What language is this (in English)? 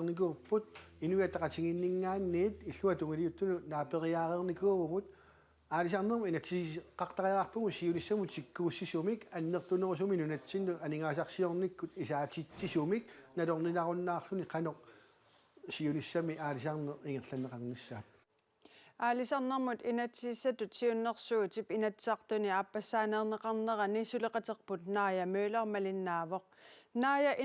Kalaallisut